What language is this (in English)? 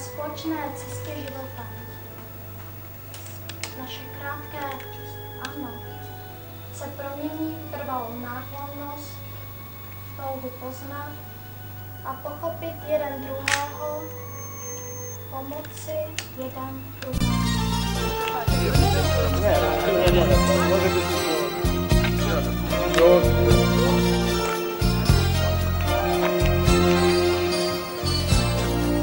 Czech